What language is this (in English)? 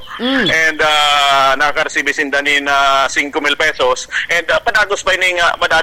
Bikol